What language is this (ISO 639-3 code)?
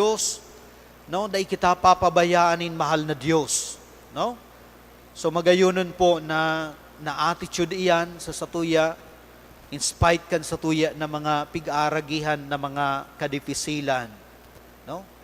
bik